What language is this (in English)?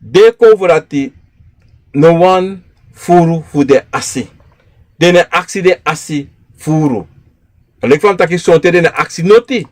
Sranan Tongo